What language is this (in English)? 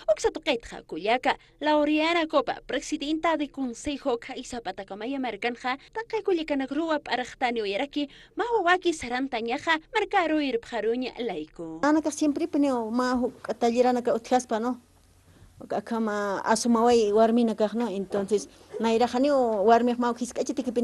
Aymara